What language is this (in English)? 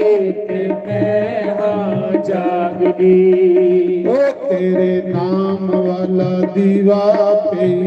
Dogri